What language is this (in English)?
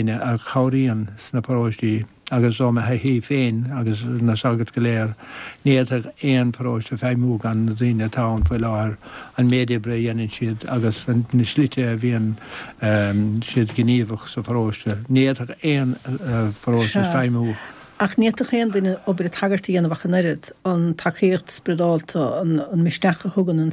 Irish